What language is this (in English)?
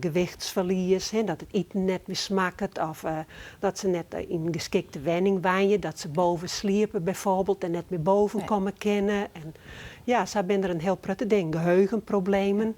Western Frisian